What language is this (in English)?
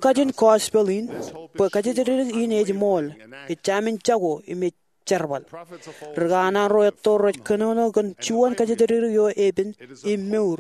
Marshallese